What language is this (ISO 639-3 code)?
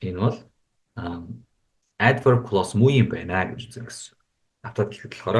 mon